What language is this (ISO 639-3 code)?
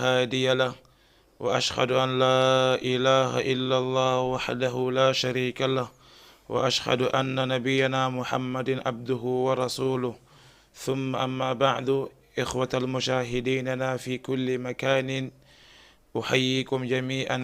ful